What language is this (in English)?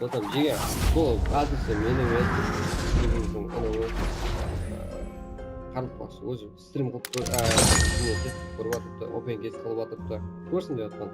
Kara-Kalpak